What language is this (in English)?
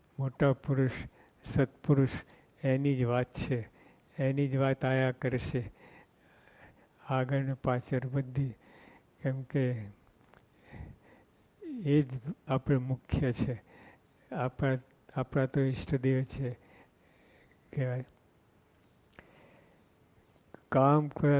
Gujarati